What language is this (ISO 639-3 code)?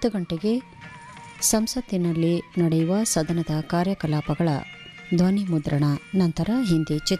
kan